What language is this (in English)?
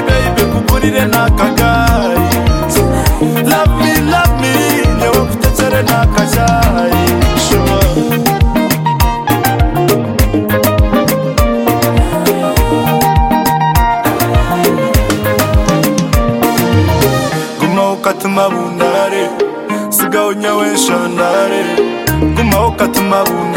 Kinyarwanda